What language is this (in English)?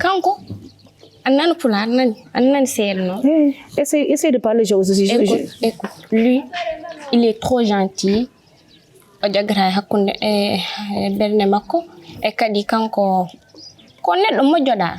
Fula